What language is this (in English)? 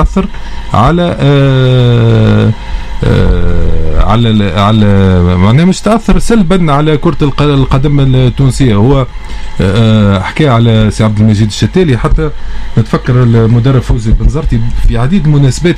Tunisian Arabic